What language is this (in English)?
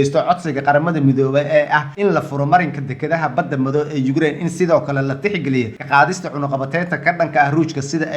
Somali